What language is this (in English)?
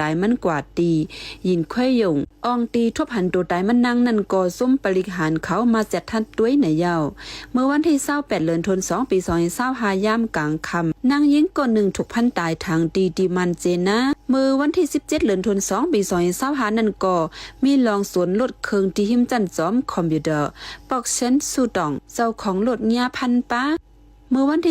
Shan